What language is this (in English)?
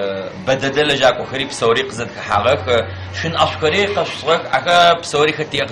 Adyghe